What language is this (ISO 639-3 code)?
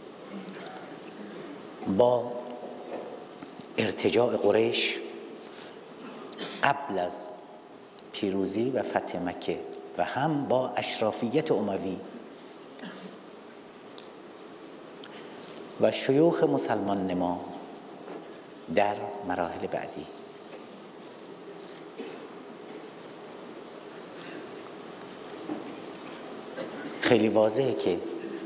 fas